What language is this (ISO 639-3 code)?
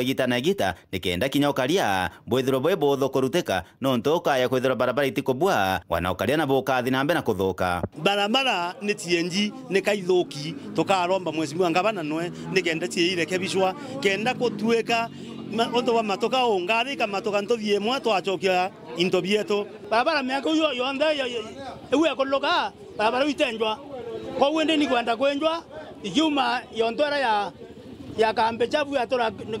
mer